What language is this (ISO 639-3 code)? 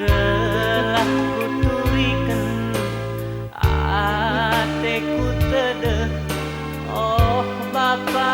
btx